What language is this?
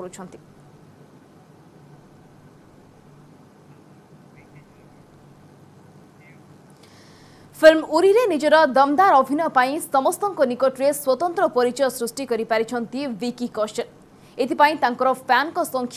Odia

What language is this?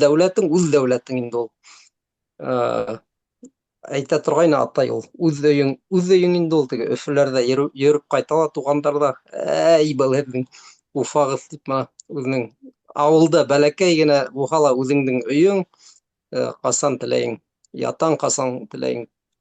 Bashkir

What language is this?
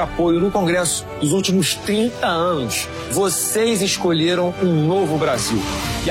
Portuguese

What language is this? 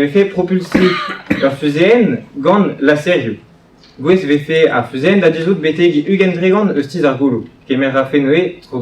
Breton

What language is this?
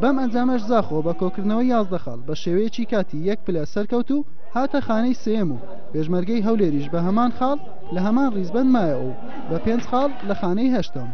Central Kurdish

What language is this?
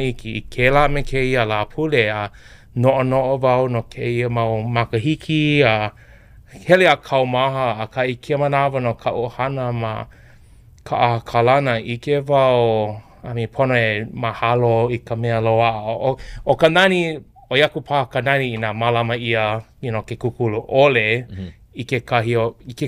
Hawaiian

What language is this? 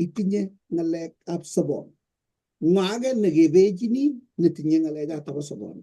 Kalenjin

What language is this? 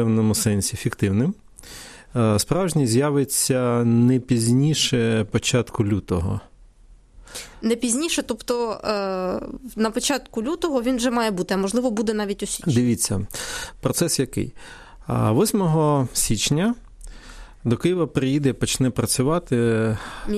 Ukrainian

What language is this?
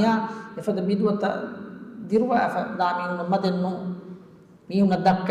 Divehi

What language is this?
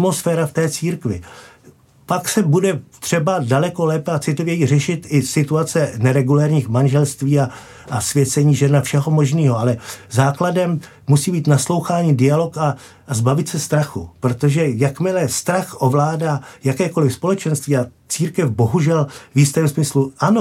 Czech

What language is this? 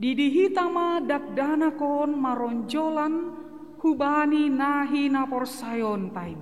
Batak Simalungun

